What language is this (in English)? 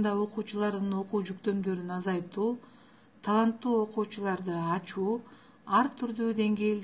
Kyrgyz